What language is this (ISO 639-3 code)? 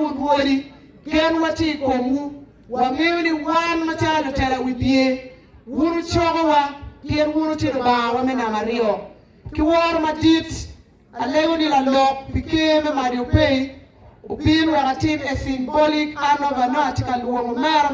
ach